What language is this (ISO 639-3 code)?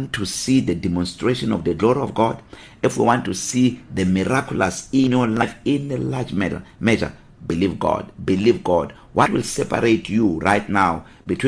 eng